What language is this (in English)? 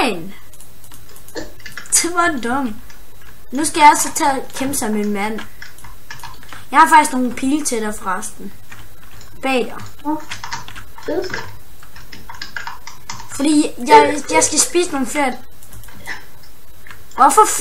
Danish